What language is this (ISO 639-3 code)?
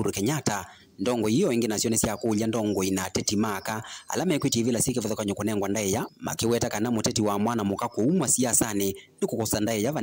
kam